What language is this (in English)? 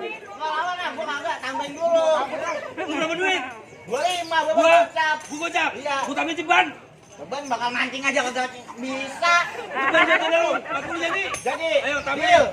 Betawi